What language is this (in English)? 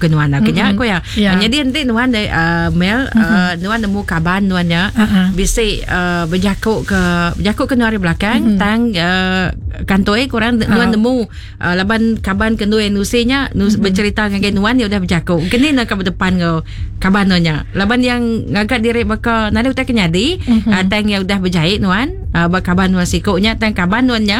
Iban